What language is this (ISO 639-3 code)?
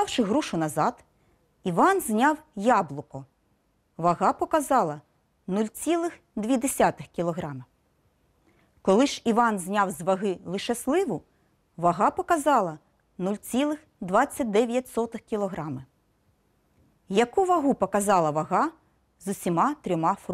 ukr